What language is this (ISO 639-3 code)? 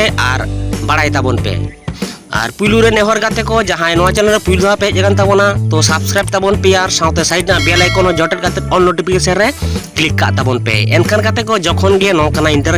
sat